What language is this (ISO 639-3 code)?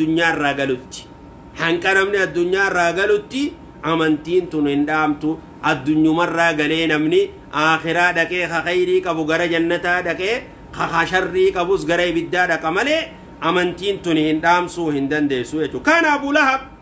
orm